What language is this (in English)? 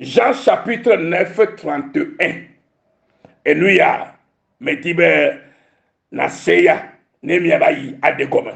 Ewe